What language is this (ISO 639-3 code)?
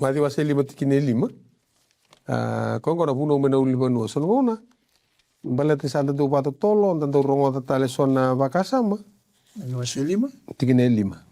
fij